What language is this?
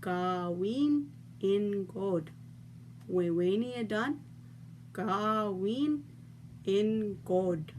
Chippewa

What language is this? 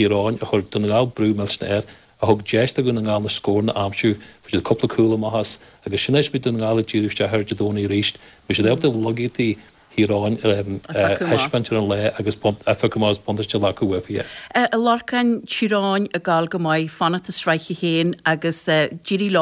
Irish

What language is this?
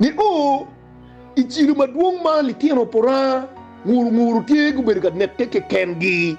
Acoli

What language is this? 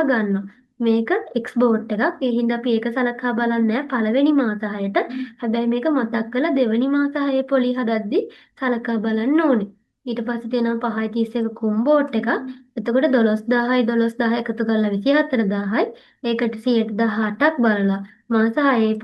Sinhala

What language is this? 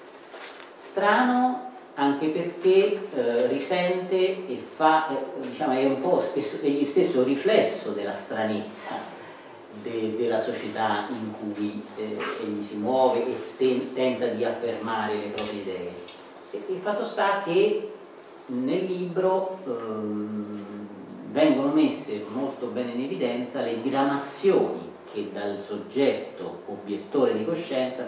Italian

